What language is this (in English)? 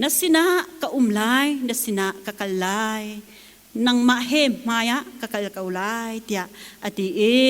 Hakha Chin